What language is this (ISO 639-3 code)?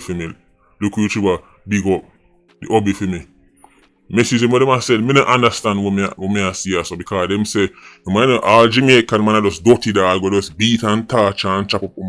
jam